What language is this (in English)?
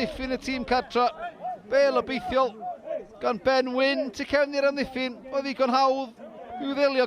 Welsh